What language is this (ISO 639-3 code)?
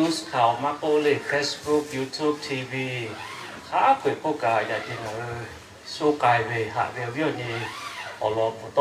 lhu